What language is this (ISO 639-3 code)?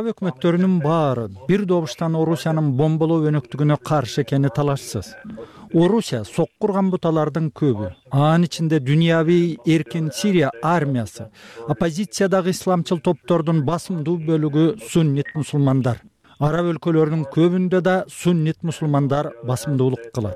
kir